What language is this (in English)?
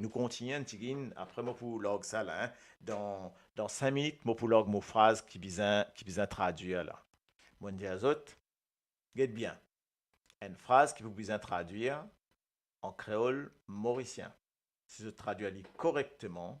Morisyen